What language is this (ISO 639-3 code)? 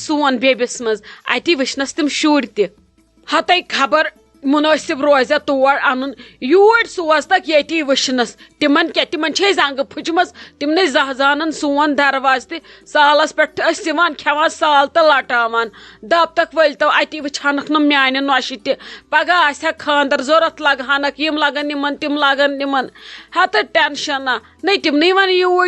kas